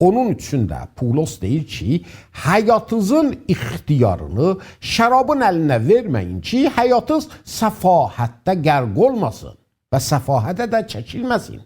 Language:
South Azerbaijani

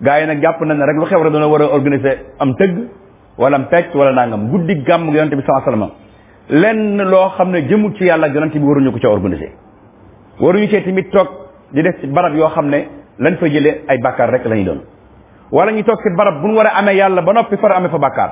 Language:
Wolof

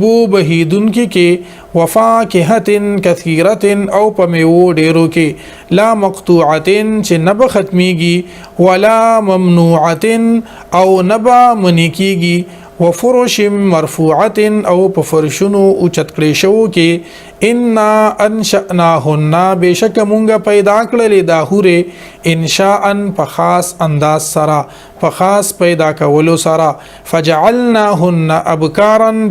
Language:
Pashto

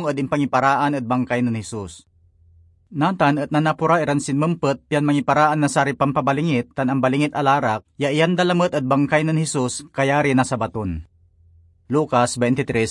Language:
Pangasinan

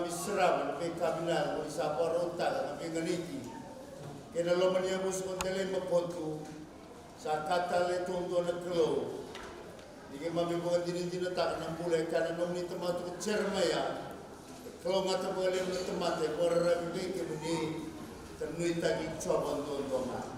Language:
Fijian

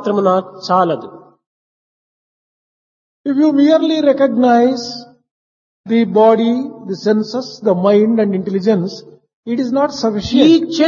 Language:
Telugu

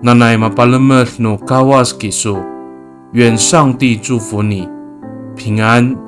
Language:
Amis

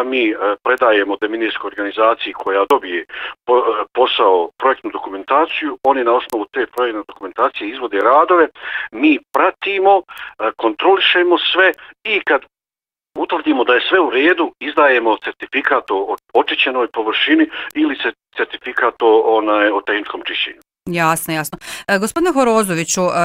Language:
Bosnian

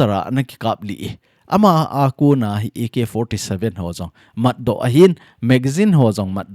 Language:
Thado Chin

